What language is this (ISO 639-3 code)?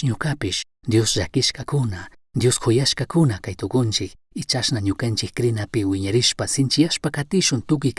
qug